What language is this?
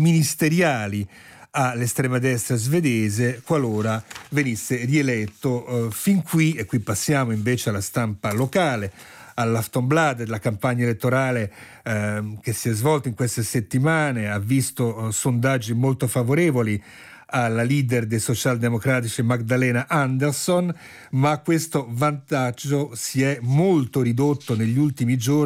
Italian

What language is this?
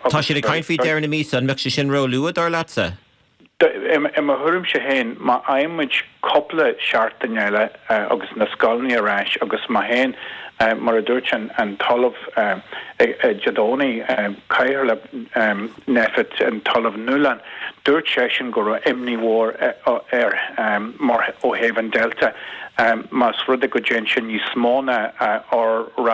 Irish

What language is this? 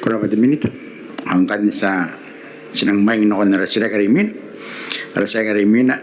Gilbertese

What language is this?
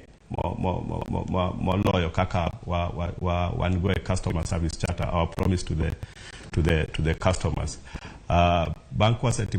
Luo (Kenya and Tanzania)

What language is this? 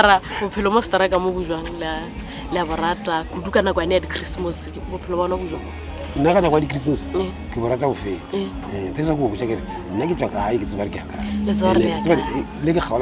Northern Sotho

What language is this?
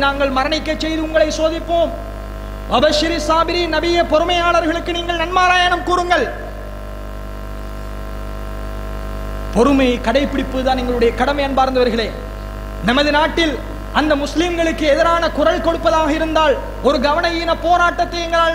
Tamil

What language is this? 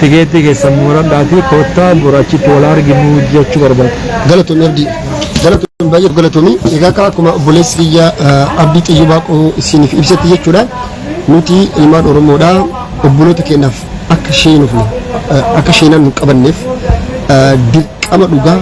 Oromo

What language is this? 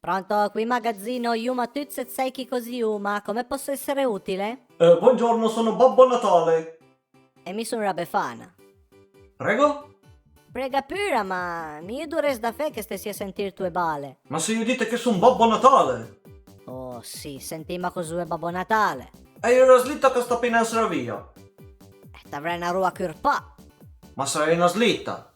Piedmontese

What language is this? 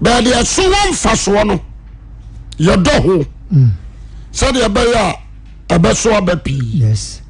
Akan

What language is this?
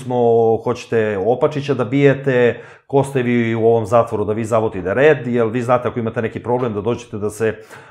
Serbian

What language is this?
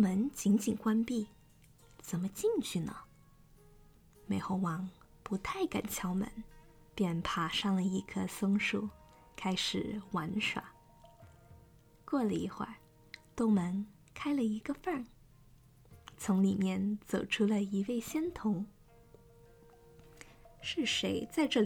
Chinese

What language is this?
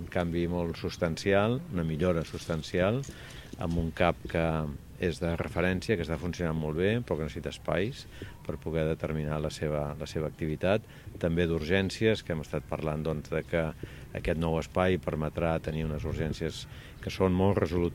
Catalan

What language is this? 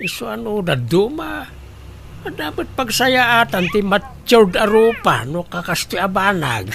Iloko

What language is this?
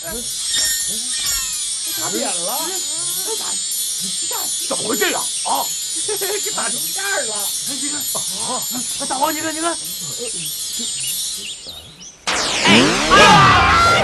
Chinese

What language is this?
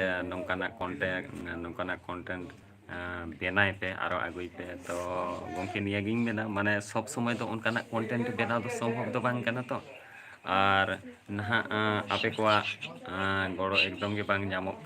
Santali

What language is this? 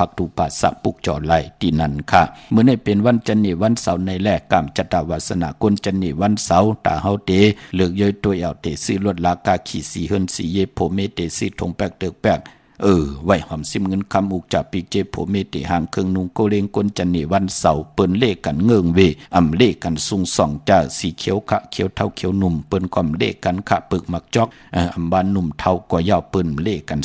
Shan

